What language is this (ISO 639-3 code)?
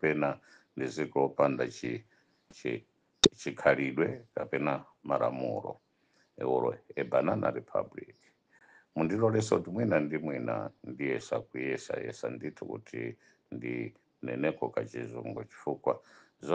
nya